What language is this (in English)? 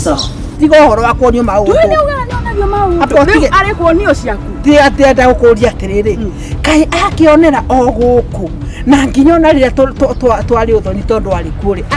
Kikuyu